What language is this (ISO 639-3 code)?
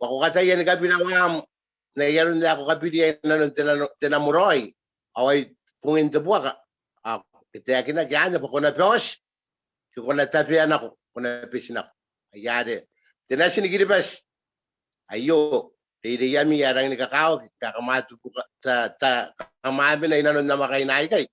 gil